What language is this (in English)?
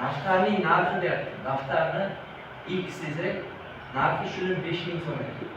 Uzbek